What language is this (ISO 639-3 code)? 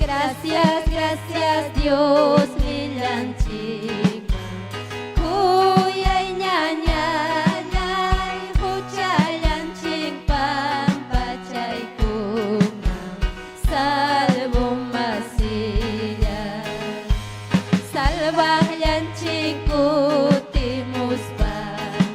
quy